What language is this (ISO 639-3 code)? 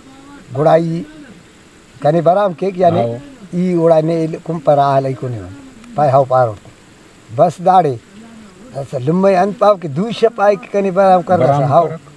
brh